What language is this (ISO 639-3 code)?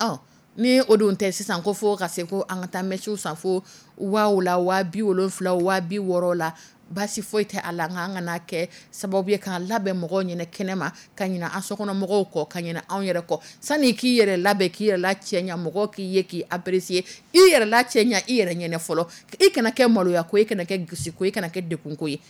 dyu